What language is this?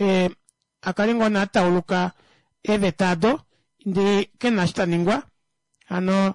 Kuanyama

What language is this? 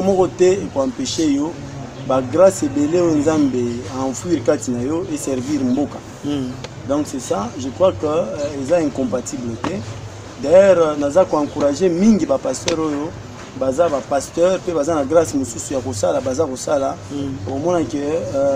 Lingala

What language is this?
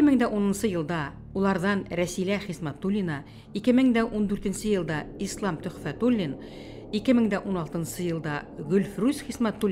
Bashkir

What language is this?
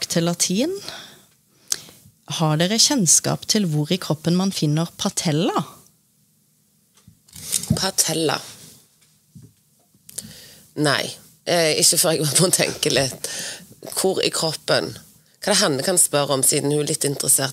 Norwegian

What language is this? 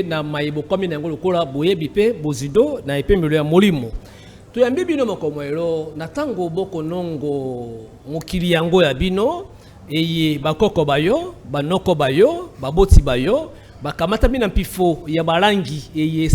Lingala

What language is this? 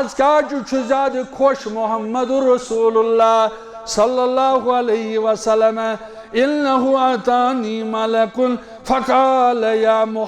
Kashmiri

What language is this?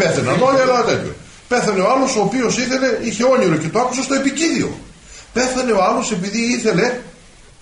Greek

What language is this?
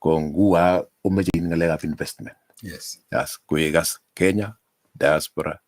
Kalenjin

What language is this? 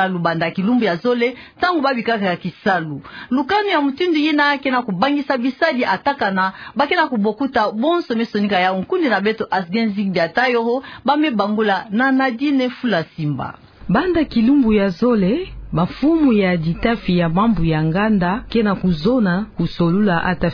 Kituba (Democratic Republic of Congo)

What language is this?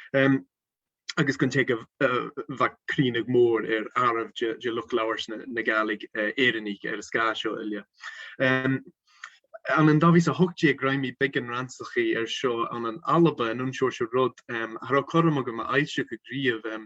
Scottish Gaelic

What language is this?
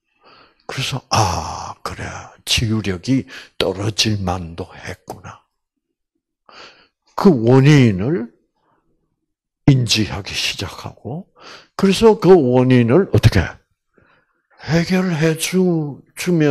Korean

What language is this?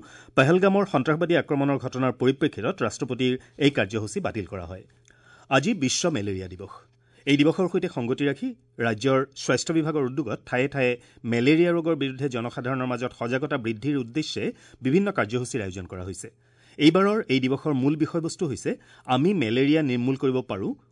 Assamese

